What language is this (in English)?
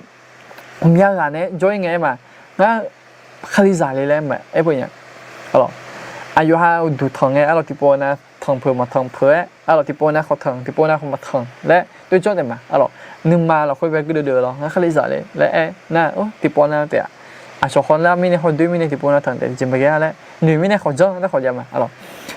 Akha